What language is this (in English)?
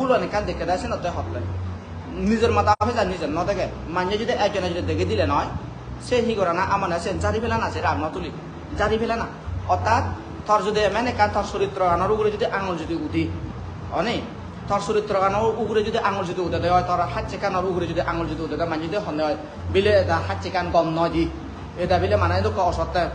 Chakma